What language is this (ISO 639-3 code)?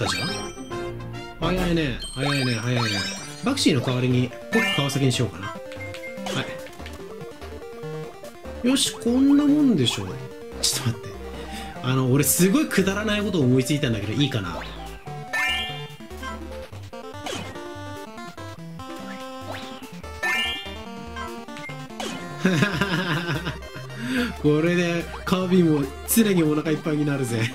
jpn